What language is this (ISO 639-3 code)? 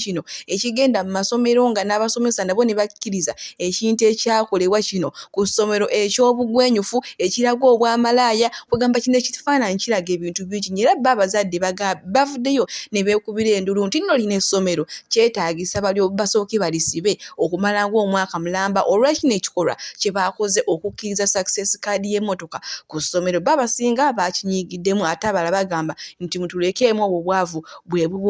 lug